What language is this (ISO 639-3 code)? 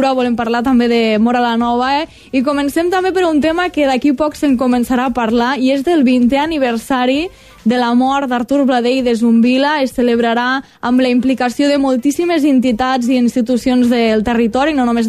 cat